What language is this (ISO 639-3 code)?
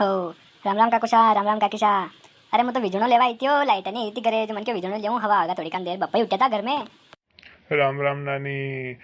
raj